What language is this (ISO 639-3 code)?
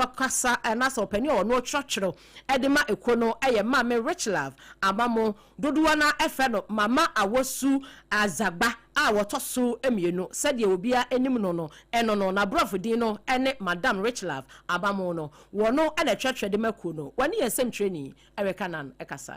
aka